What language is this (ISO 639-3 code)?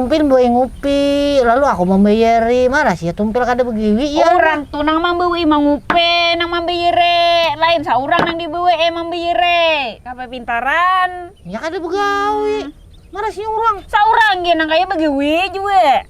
bjn